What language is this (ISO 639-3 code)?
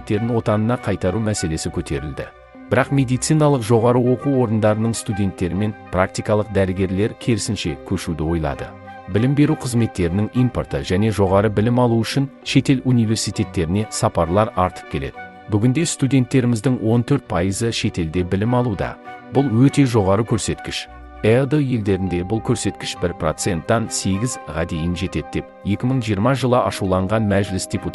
kaz